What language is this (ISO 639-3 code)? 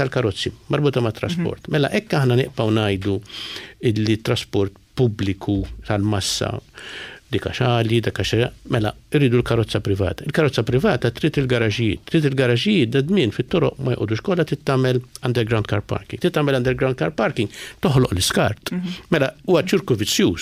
mlt